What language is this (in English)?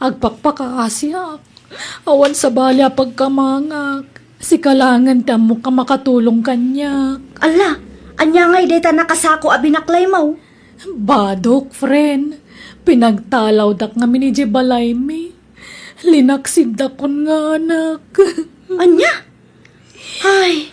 Iloko